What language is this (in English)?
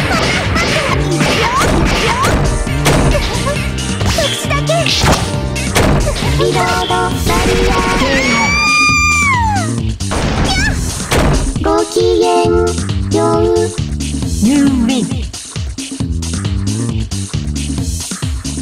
Japanese